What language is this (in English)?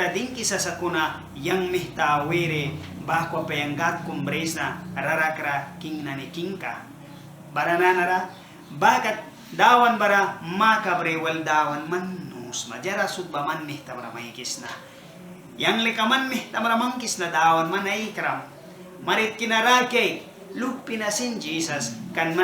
Mískito